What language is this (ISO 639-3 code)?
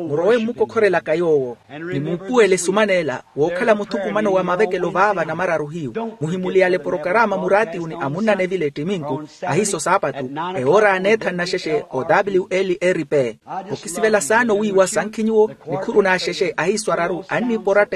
vmw